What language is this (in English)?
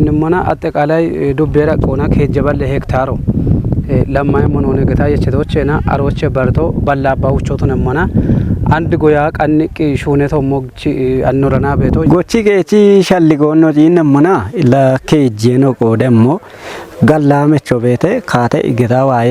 Kafa